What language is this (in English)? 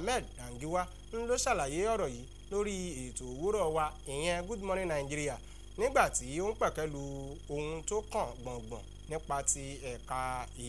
Yoruba